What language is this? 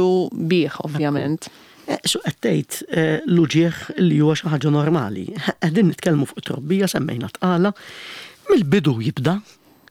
Maltese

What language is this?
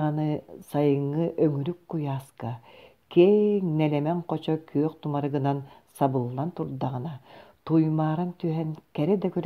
Yakut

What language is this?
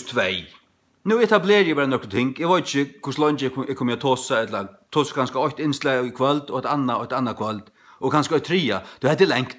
Faroese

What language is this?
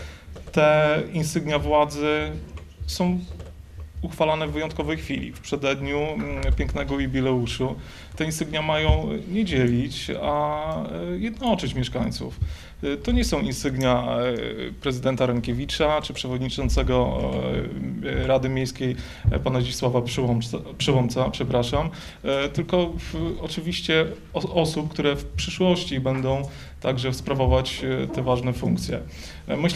Polish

